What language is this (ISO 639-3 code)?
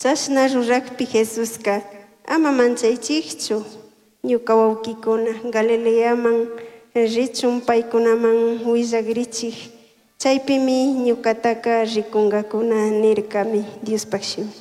qug